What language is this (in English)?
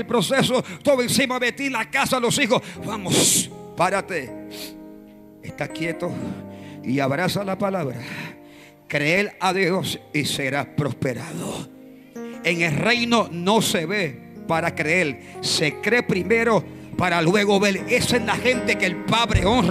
Spanish